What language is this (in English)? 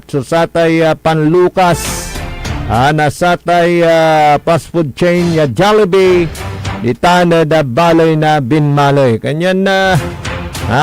Pangasinan